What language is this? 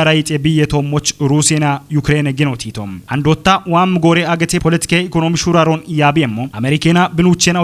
Kafa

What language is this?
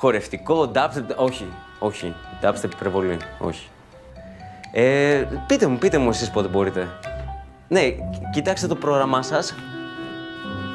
Greek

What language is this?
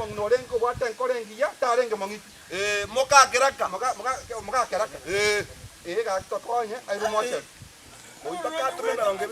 Gusii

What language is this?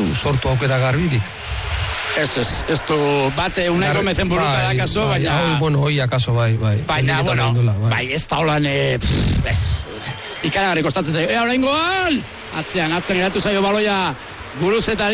Basque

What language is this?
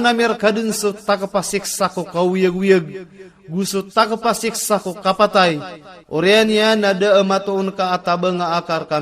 Maranao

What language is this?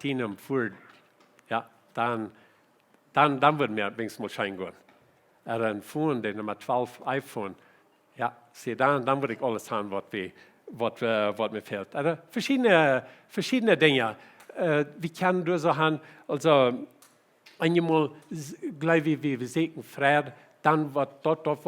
Plautdietsch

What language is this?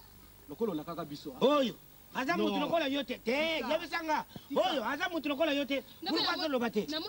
Lingala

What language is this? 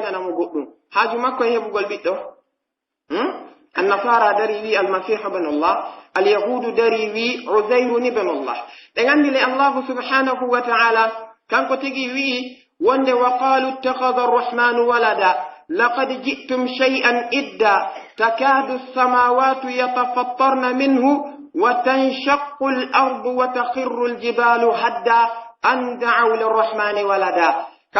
Pular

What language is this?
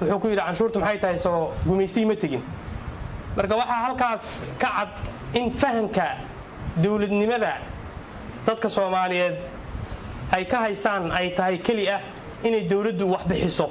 Somali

